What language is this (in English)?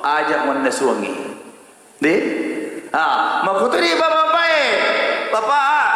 Buginese